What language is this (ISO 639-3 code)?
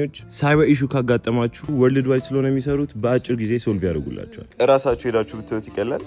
amh